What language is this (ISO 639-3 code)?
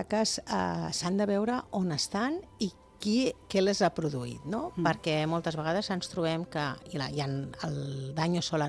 cat